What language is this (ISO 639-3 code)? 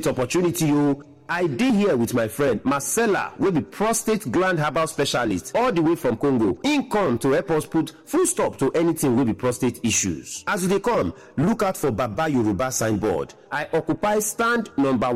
pcm